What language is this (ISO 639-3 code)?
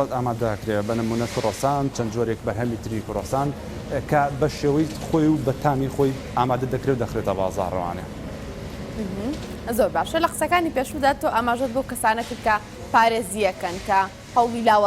ckb